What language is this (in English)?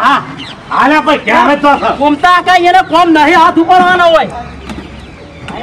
Gujarati